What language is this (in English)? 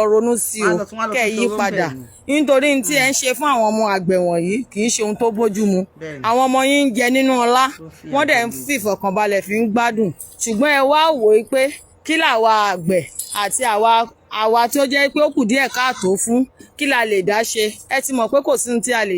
Yoruba